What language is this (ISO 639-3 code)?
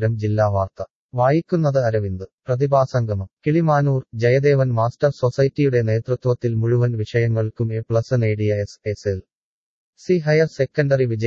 mal